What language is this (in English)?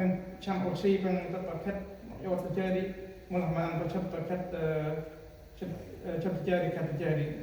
Central Mnong